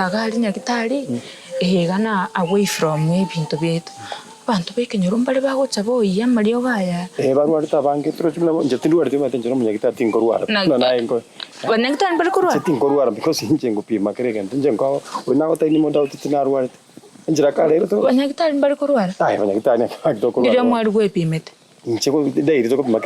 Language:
Gusii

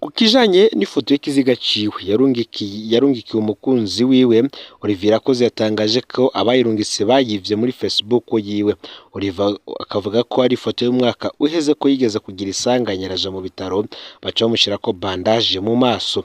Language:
Rundi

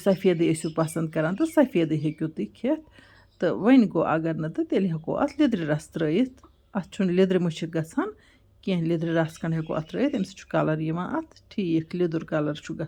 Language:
Kashmiri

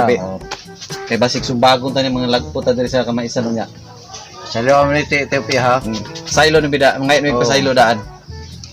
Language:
Cebuano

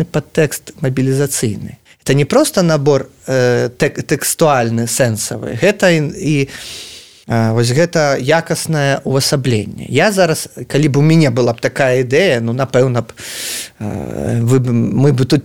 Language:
Belarusian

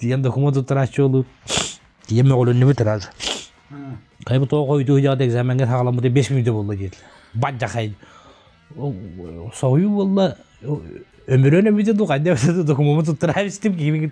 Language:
Yakut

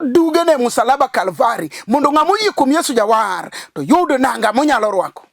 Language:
Luo (Kenya and Tanzania)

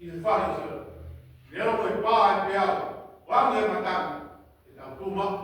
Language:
Tongan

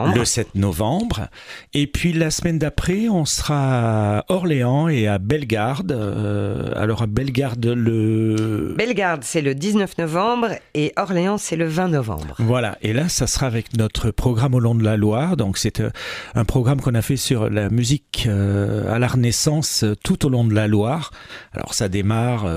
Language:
French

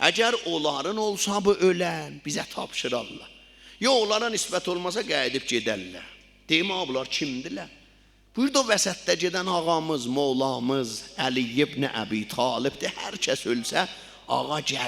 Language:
South Azerbaijani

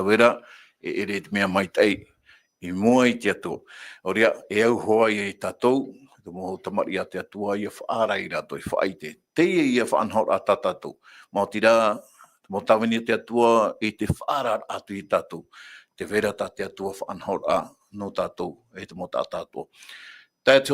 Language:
Tahitian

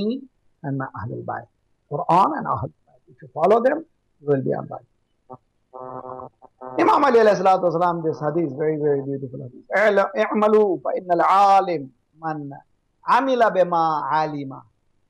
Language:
Urdu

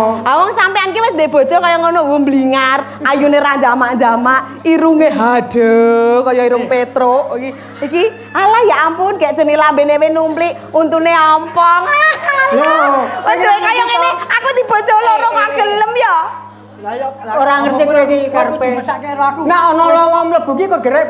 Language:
Javanese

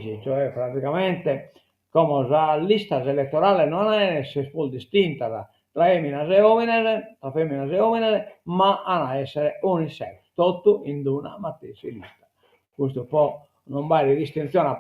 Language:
Sardinian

